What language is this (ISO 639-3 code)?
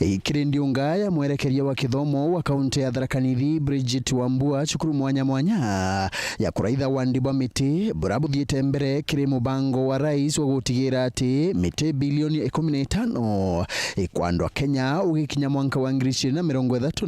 mer